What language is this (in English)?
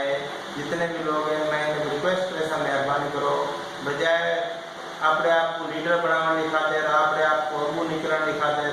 Saraiki